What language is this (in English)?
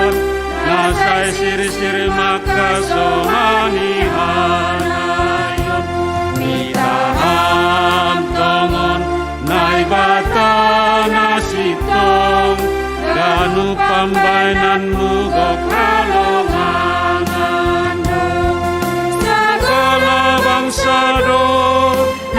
Batak Simalungun